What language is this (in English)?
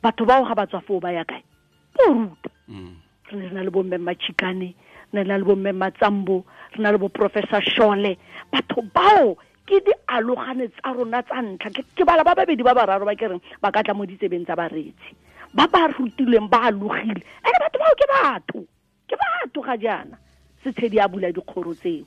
Tswana